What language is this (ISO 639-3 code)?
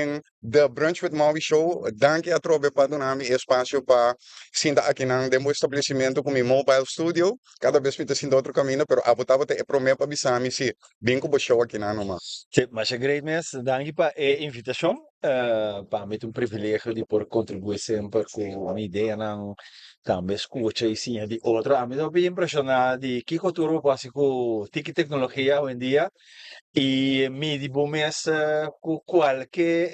pap